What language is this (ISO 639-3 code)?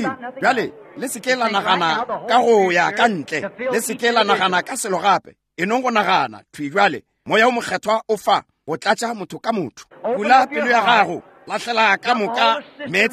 nso